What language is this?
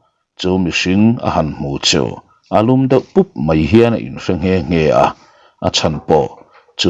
Mizo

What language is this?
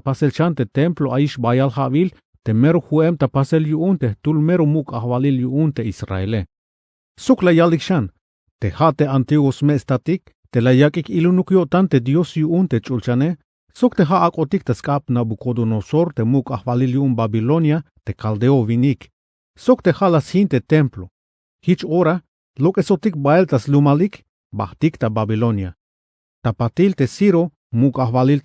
Tzeltal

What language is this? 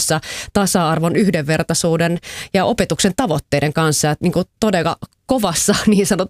Finnish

